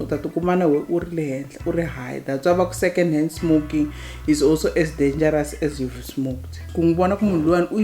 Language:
Tsonga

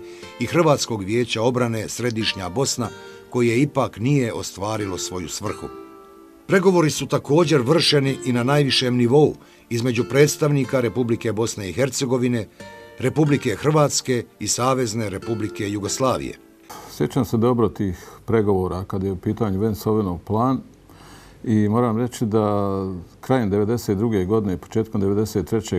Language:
Bosnian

